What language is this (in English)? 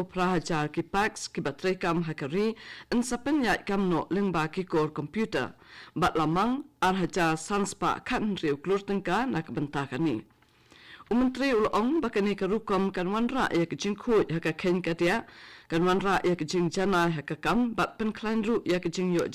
Khasi